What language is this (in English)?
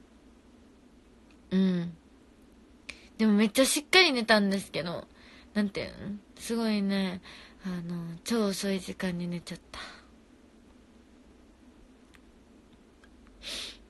Japanese